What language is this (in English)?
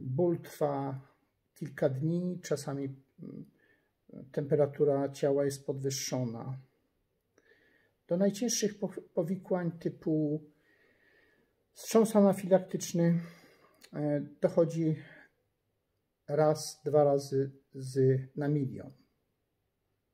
Polish